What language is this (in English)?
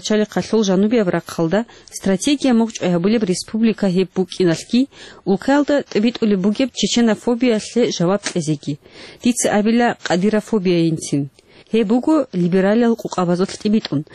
Avaric